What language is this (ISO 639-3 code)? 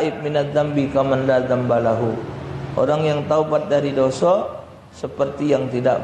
mui